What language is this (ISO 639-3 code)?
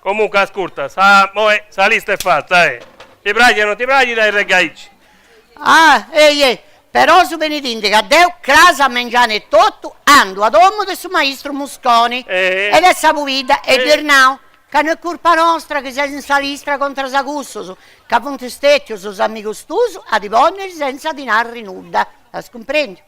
srd